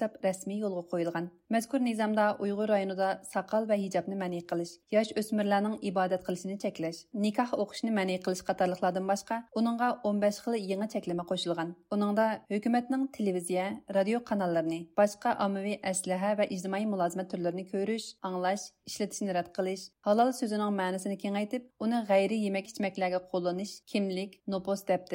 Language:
Uyghur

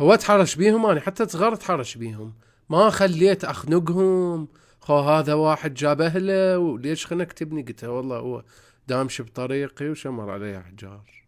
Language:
Mesopotamian Arabic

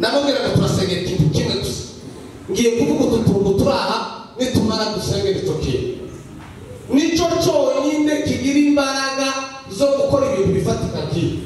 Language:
Kinyarwanda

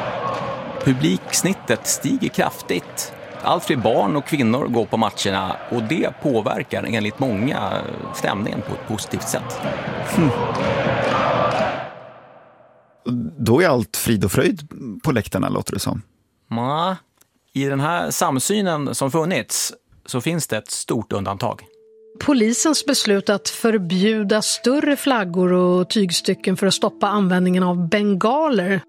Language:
Swedish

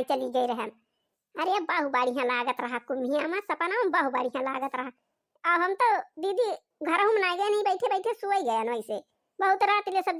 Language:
Awadhi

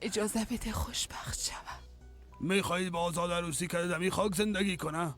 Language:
Persian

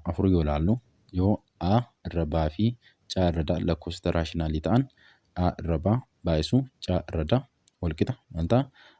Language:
Oromo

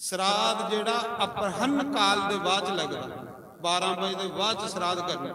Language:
Dogri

